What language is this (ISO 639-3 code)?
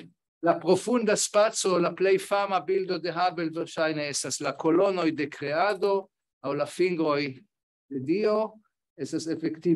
epo